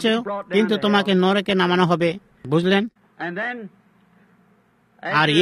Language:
Bangla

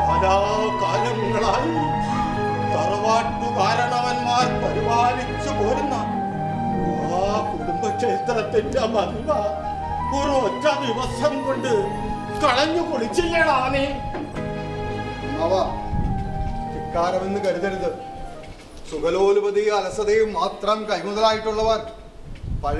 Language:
Malayalam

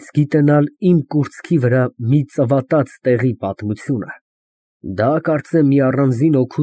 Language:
Armenian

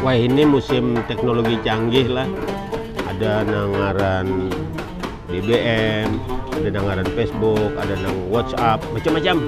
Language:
Banjar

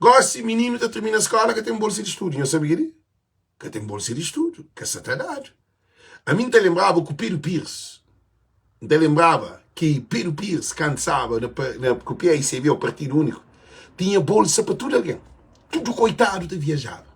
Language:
Kabuverdianu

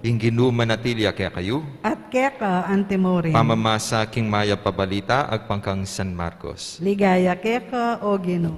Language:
Pampanga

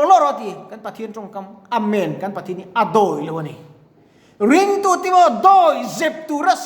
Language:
Mizo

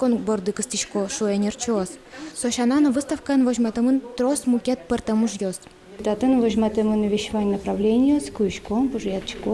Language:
Udmurt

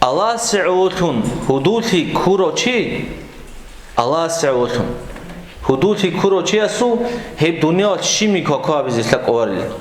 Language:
Avaric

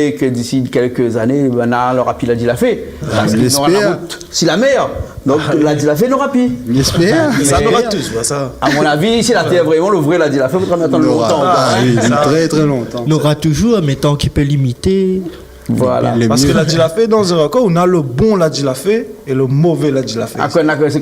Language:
Réunion Creole French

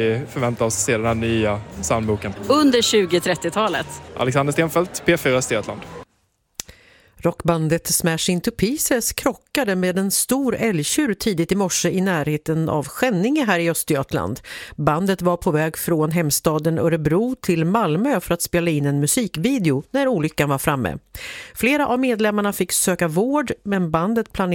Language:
Swedish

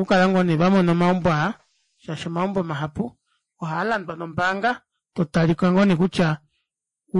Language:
Kuanyama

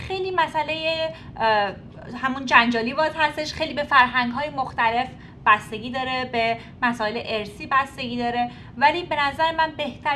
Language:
Persian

